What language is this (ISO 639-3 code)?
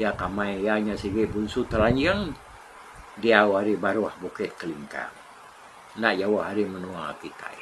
iba